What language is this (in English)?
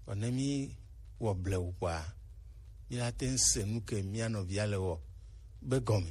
Gen